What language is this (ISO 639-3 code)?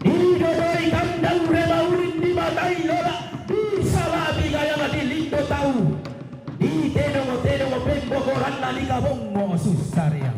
sda